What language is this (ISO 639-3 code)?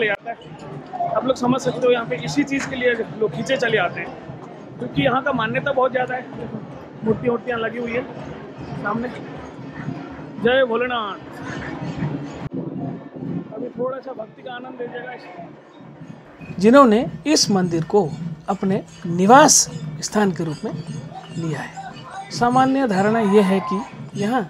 hin